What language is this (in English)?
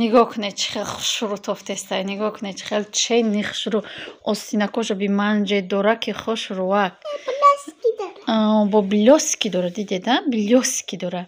Tajik